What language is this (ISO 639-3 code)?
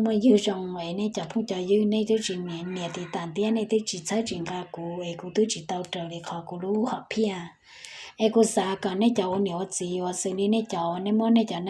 hmn